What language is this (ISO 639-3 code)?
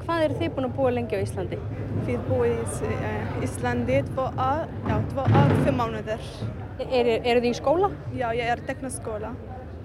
isl